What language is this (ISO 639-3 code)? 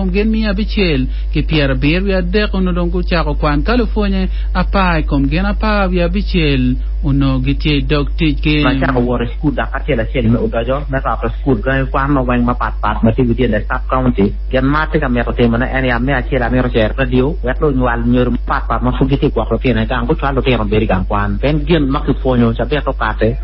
ach